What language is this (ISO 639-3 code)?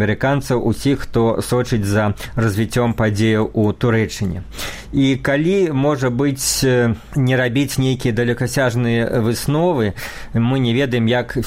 bel